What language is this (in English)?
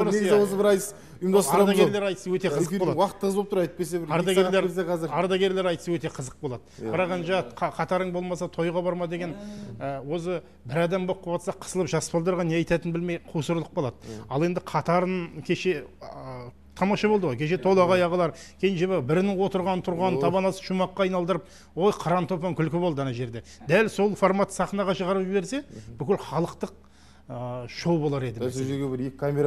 Kazakh